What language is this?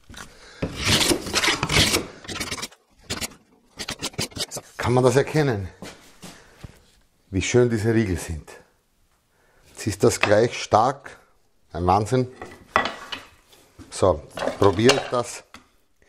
German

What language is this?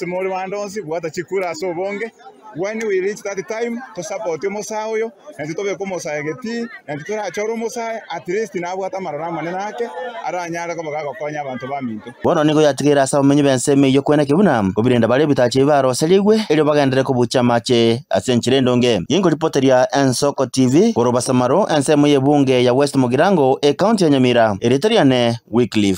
Gusii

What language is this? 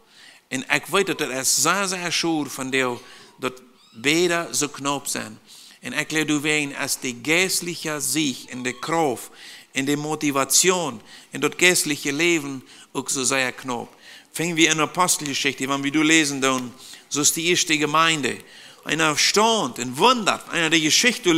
Plautdietsch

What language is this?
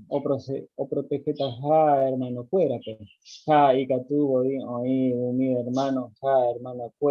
Guarani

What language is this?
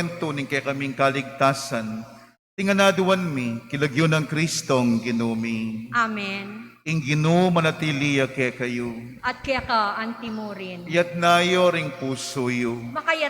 Pampanga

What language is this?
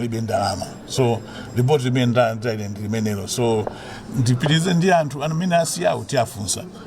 Nyanja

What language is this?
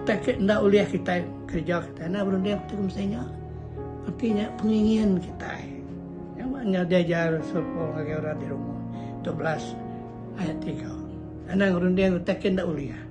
Iban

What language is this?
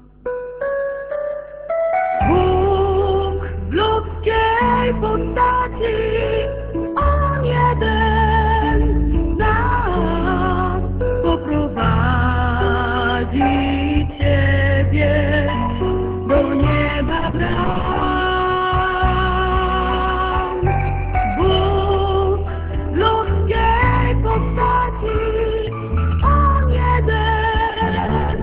Polish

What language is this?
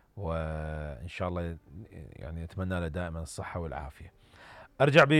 Mesopotamian Arabic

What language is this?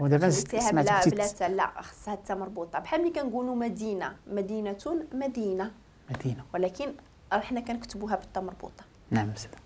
Moroccan Arabic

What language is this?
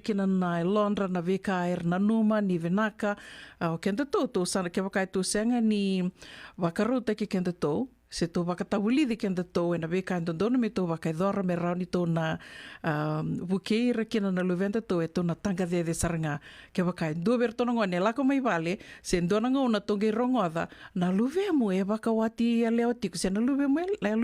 Fijian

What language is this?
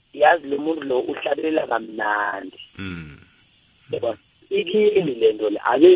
South Ndebele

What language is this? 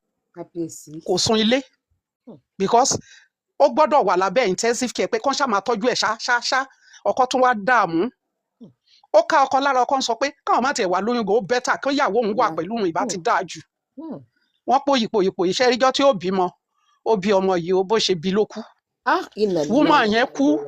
Yoruba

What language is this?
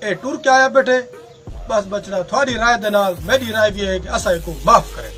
Saraiki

